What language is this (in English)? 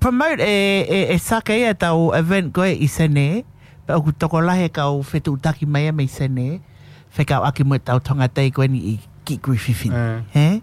Tongan